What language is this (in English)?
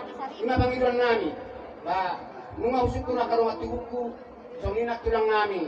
Batak Toba